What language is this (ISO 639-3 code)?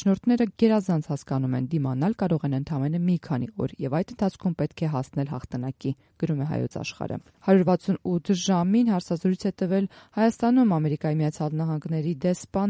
hye